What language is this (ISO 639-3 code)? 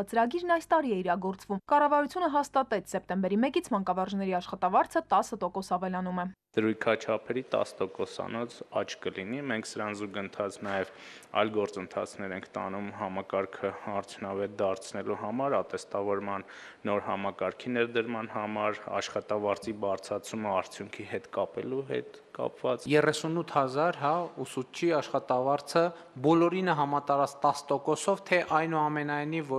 hye